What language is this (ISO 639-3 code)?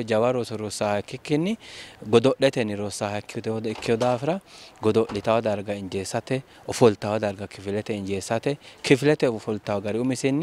sid